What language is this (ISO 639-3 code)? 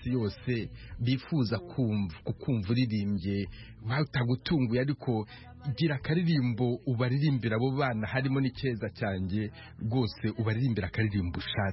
kin